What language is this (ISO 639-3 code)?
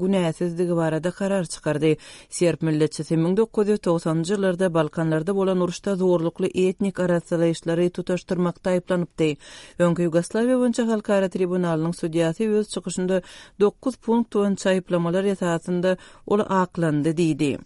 tuk